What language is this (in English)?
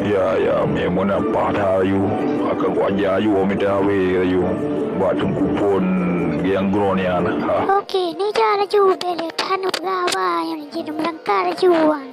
Achinese